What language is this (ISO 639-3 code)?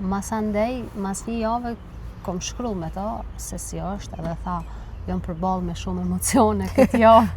sqi